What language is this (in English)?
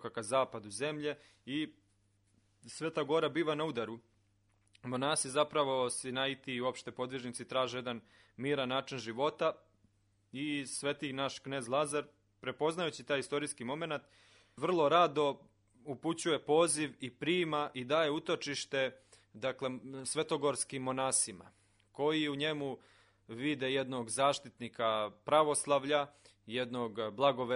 Serbian